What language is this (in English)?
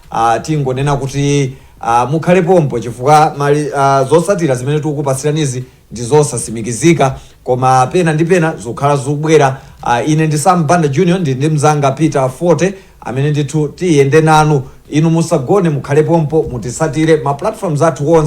Nyanja